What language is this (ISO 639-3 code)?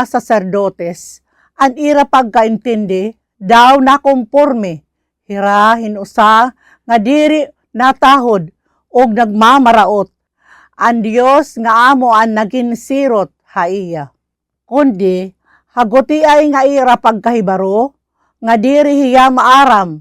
war